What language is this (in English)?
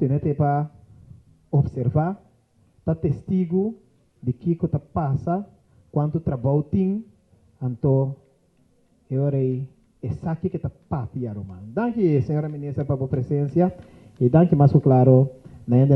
Papiamento